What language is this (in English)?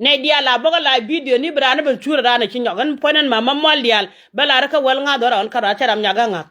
Nuer